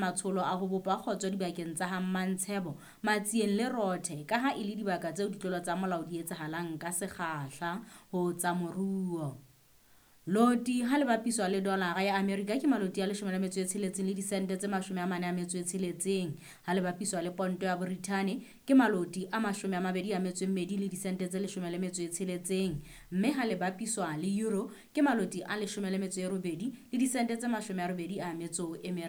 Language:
Southern Sotho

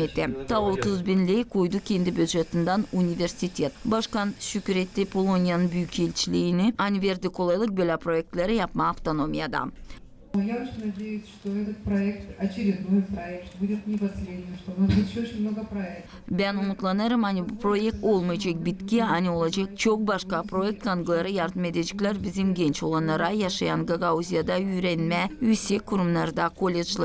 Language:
Gagauz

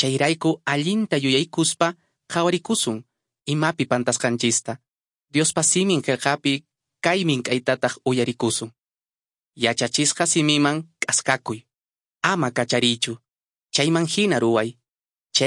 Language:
Quechua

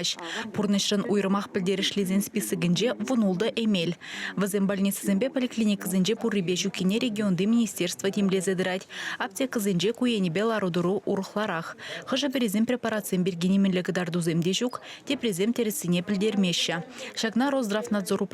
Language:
Chuvash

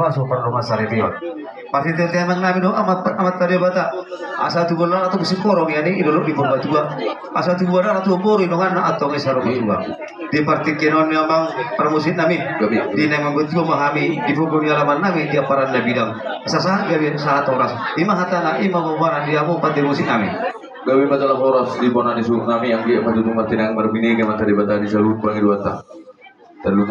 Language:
Batak Toba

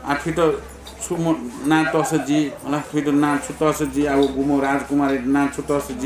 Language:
Newari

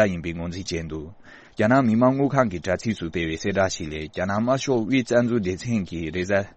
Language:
Tibetan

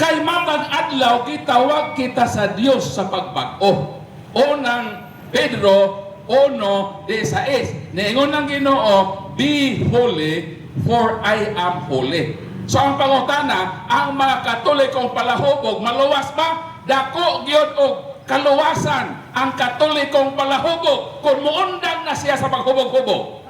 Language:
Cebuano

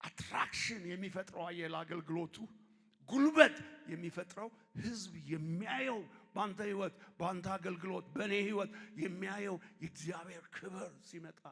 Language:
Amharic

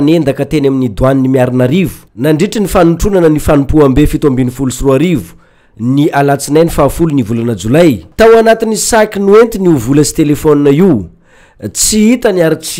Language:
Malagasy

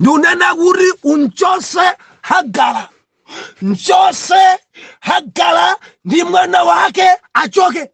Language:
Nyanja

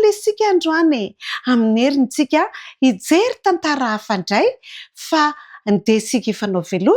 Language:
Malagasy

